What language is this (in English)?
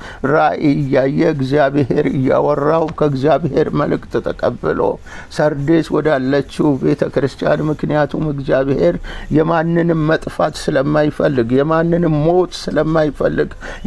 Amharic